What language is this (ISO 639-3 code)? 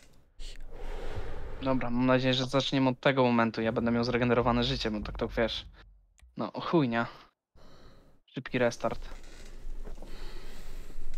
pol